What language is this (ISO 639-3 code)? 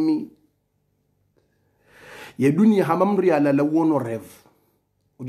swa